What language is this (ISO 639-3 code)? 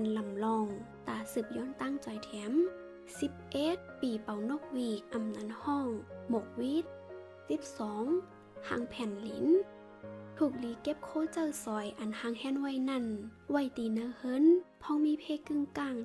shn